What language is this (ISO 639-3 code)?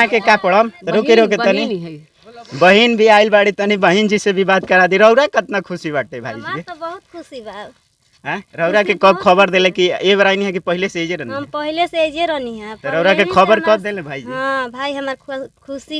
bho